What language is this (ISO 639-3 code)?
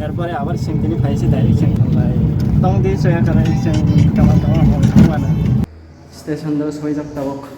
trp